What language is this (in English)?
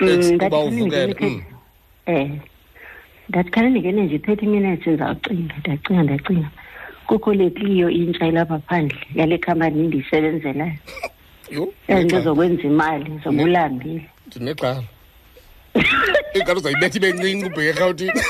Xhosa